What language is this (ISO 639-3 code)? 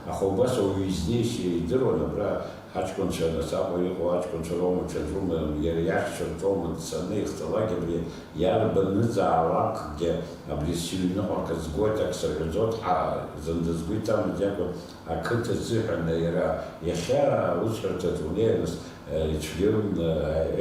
abk